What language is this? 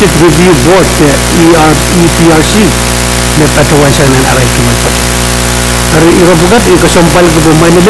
Pohnpeian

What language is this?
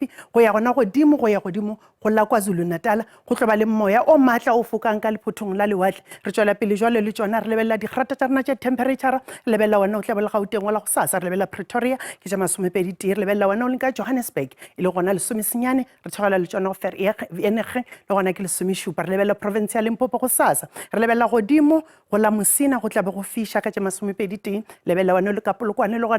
Northern Sotho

